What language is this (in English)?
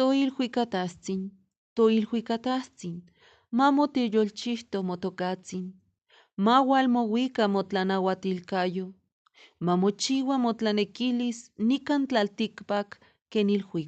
Eastern Huasteca Nahuatl